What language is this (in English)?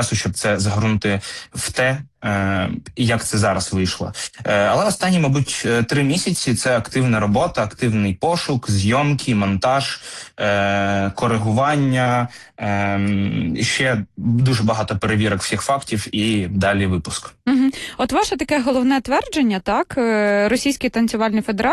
Ukrainian